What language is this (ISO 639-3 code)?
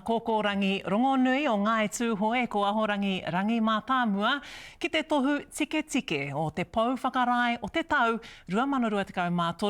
mri